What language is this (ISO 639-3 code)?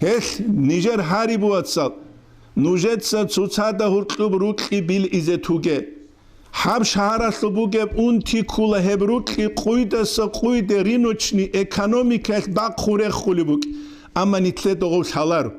ava